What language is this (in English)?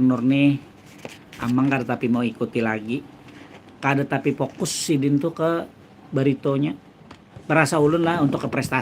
Banjar